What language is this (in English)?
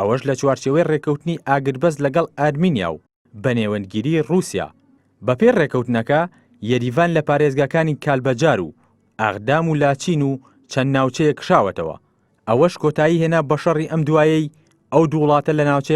Central Kurdish